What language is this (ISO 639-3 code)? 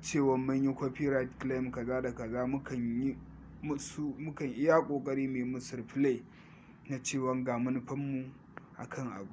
hau